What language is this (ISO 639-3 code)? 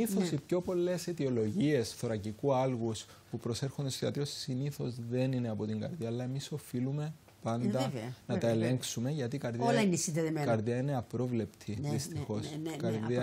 ell